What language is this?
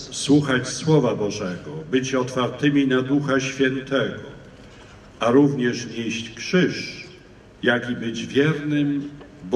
Polish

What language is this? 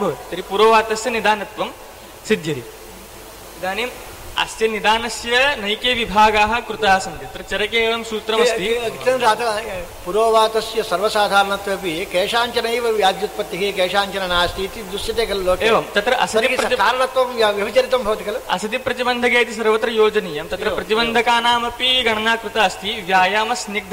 Sanskrit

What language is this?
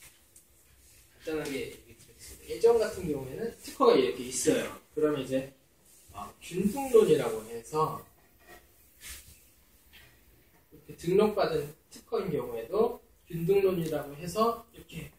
Korean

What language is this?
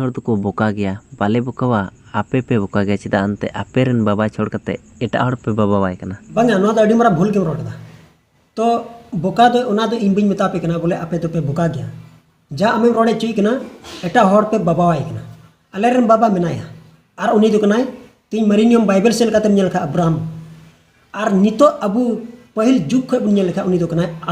Santali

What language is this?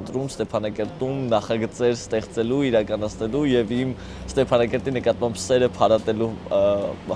Armenian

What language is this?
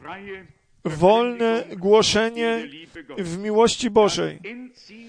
Polish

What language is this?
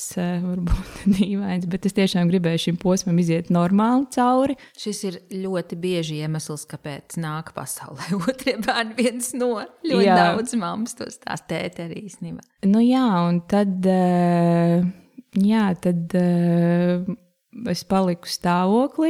Latvian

